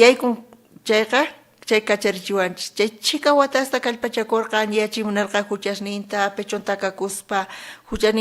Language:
South Bolivian Quechua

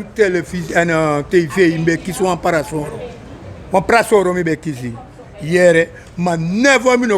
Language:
Sranan Tongo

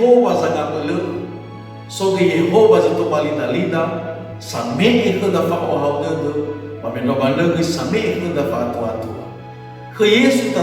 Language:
Nias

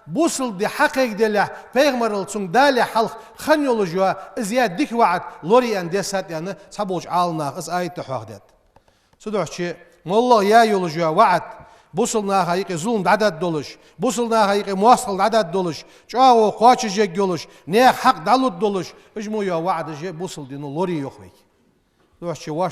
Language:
Ingush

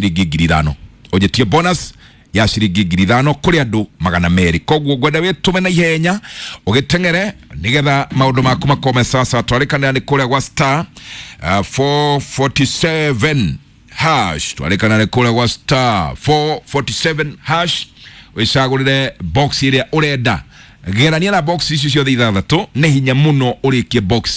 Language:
Kikuyu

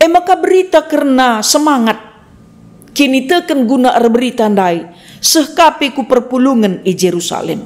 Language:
Batak Karo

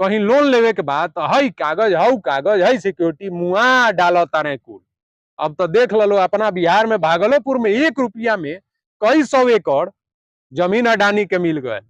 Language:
Bhojpuri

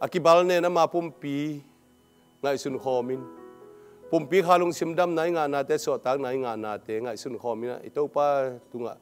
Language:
Tedim Chin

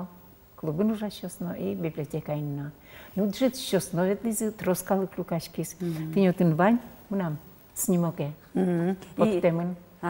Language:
Udmurt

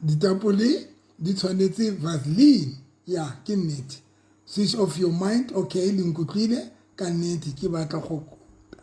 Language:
Southern Sotho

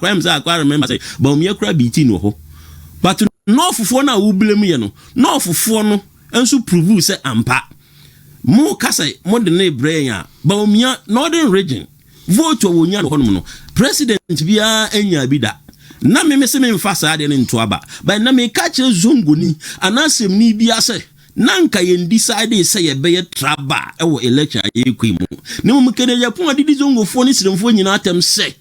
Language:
Akan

